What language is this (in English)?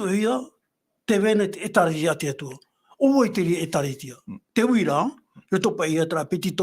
Tahitian